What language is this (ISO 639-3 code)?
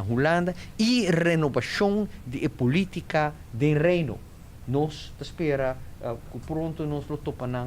pap